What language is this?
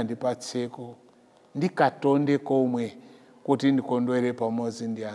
Nyanja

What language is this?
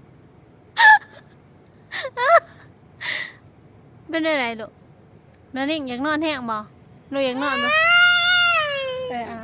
Lao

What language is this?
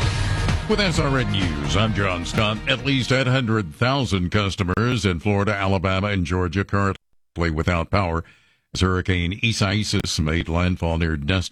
English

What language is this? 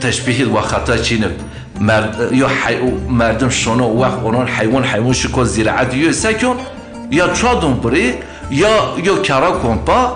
Zaza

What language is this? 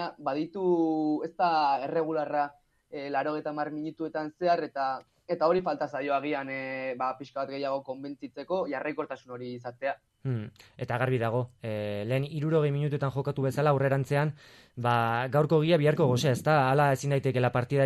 Basque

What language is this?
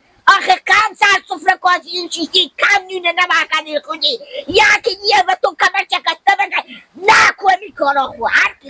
Hazaragi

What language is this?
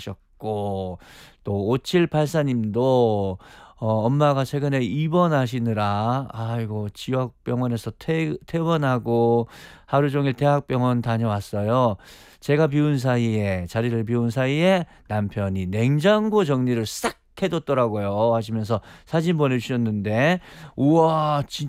Korean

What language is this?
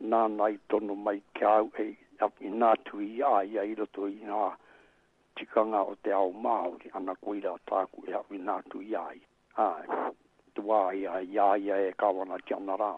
Māori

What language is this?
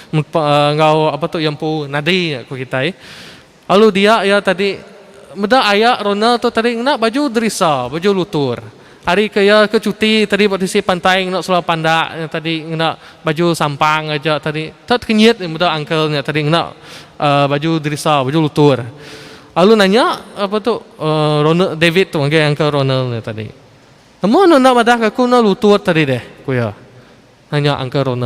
Iban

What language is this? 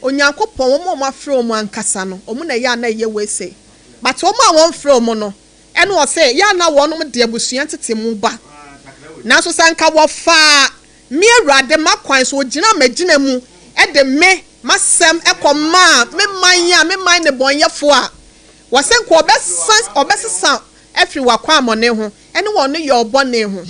Akan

